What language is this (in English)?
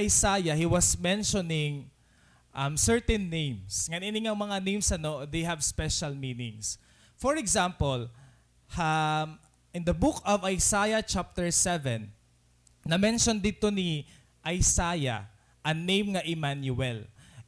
Waray